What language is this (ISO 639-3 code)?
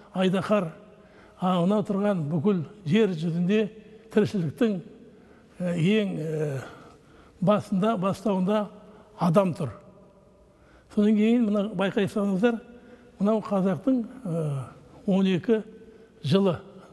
kaz